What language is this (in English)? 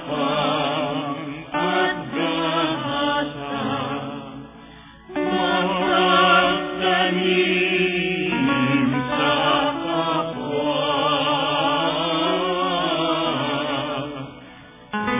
Filipino